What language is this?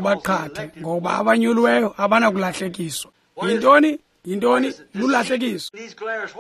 Xhosa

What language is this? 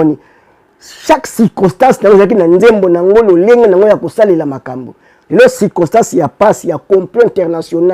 Lingala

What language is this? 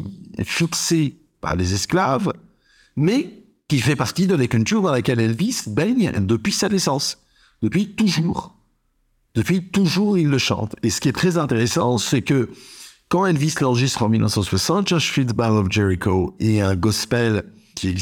French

